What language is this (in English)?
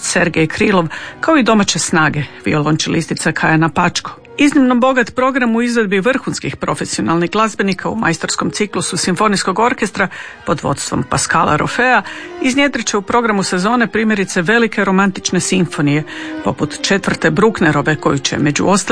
Croatian